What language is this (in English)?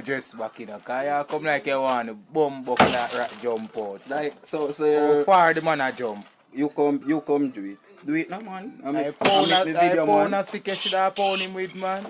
Jamaican Creole English